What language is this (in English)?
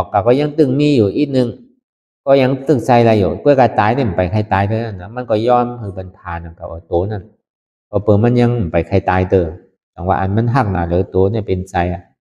Shan